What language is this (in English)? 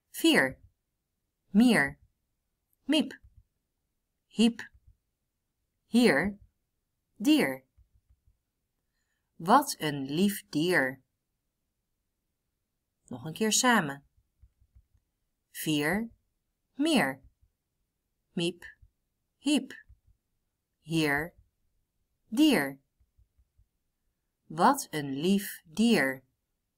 Dutch